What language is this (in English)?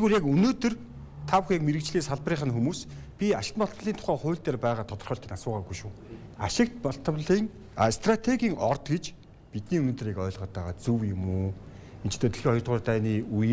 Mongolian